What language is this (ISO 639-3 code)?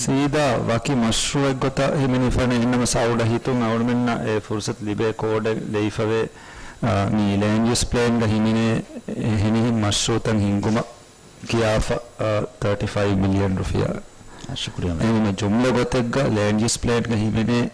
div